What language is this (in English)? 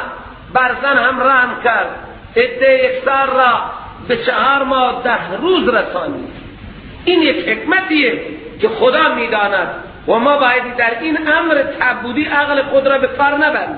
Persian